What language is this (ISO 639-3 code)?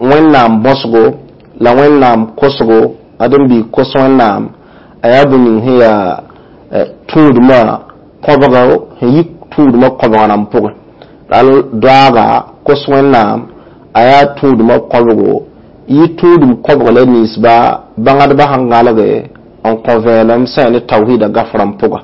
mos